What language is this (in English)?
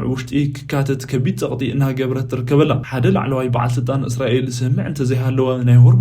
Tigrinya